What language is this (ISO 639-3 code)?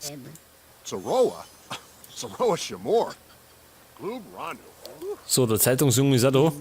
bar